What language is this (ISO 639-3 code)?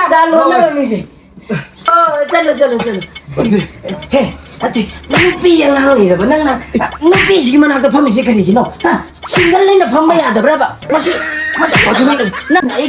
mni